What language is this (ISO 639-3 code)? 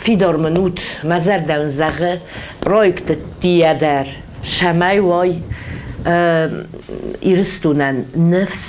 oss